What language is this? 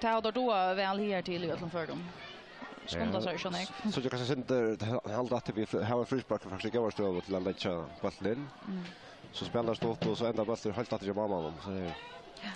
Faroese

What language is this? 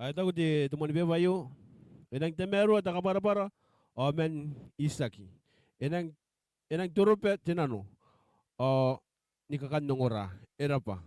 Gilbertese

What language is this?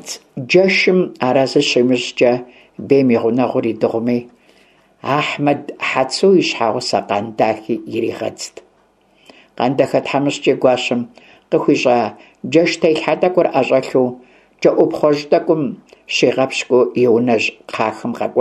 Kabardian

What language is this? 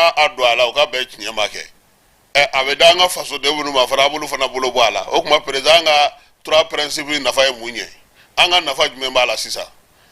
Bambara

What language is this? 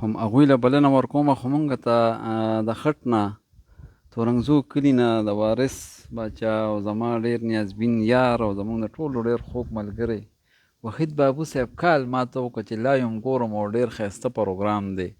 Pashto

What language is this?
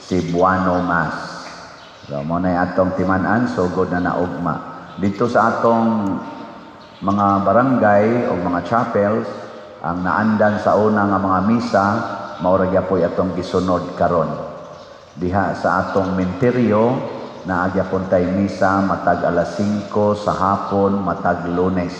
Cebuano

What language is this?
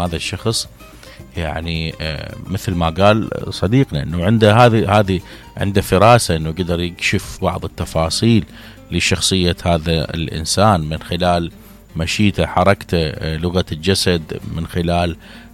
Mesopotamian Arabic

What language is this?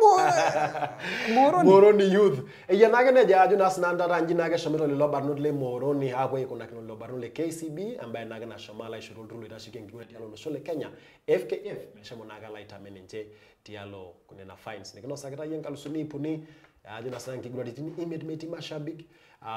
Masai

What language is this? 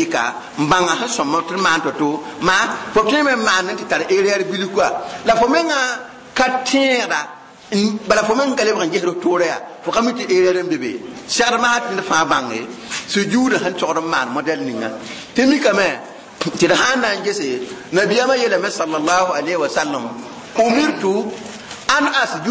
Mossi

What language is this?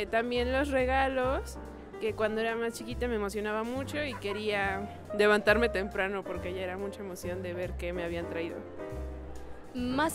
Spanish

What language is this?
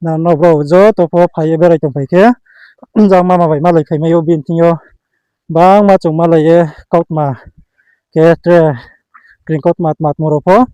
Riang (India)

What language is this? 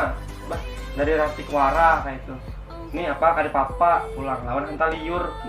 Banjar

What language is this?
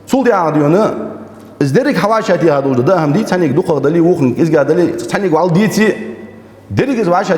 Ingush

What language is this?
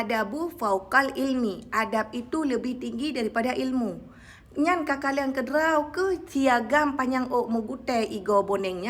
Achinese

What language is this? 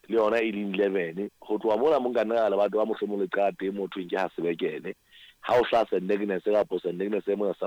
Southern Sotho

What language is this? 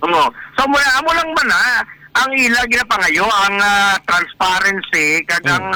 Hiligaynon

